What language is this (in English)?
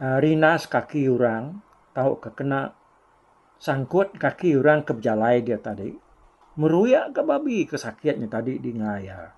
Iban